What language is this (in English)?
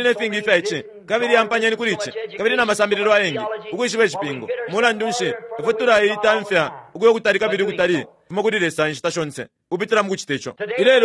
Bemba